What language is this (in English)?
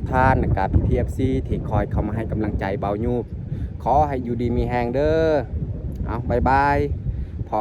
Lao